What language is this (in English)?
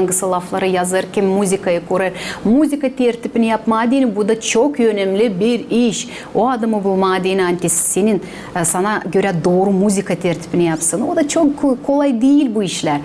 Gagauz